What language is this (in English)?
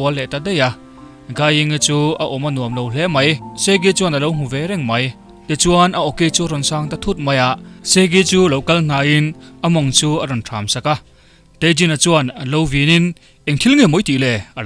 Mizo